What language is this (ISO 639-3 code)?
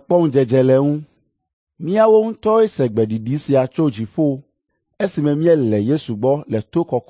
ewe